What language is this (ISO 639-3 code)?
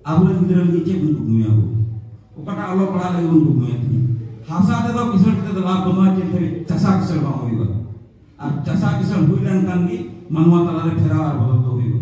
sat